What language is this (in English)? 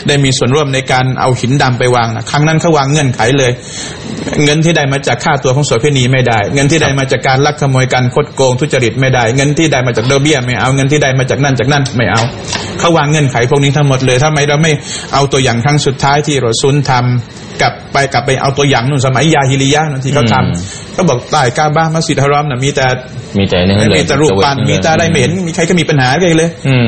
Thai